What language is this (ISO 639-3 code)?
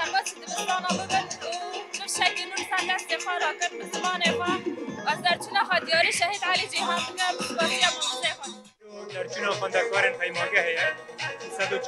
kur